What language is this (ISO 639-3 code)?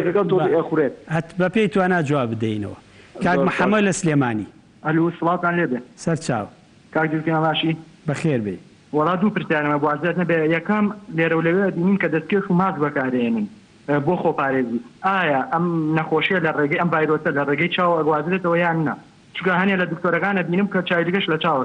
ckb